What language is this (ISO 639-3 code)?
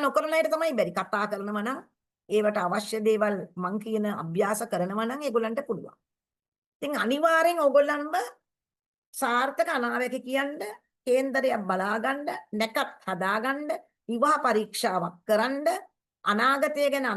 sin